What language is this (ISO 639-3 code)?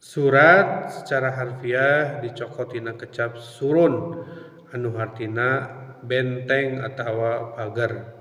sun